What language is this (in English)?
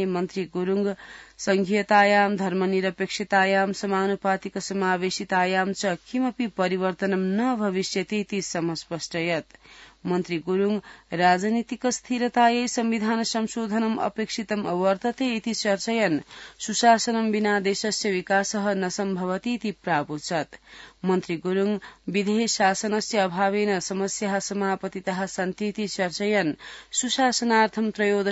Sanskrit